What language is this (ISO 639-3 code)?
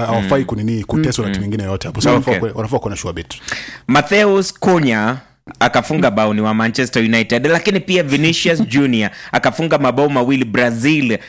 swa